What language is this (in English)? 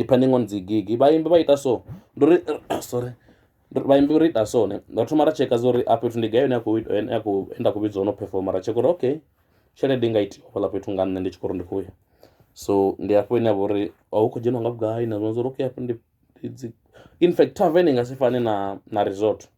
Venda